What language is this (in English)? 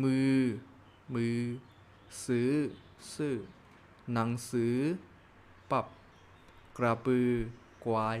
Shan